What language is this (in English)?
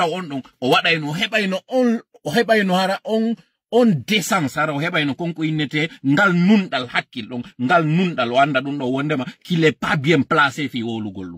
Fula